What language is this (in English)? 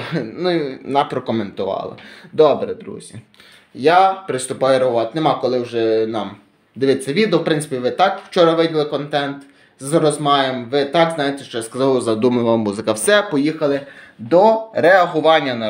Ukrainian